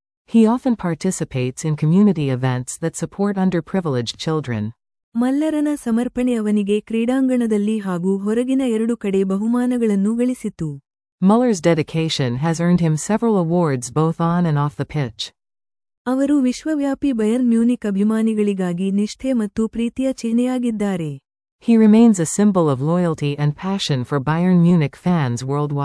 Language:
Kannada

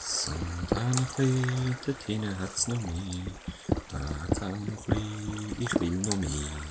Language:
Swiss German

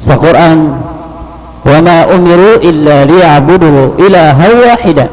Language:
Maranao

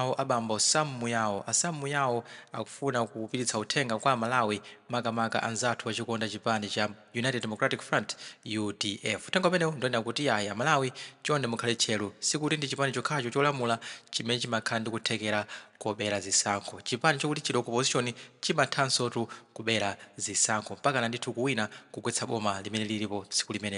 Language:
Nyanja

